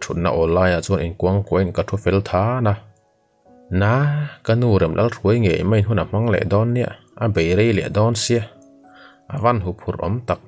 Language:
Mizo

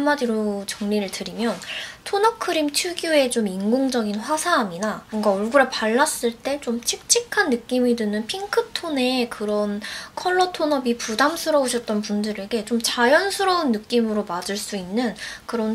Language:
Korean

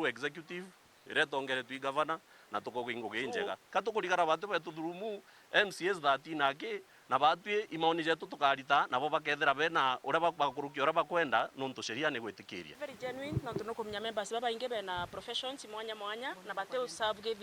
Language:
Meru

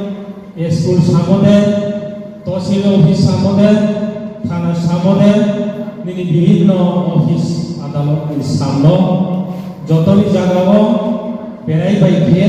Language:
Riang (India)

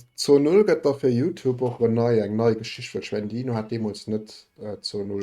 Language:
Luxembourgish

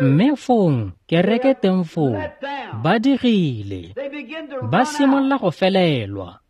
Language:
Tswana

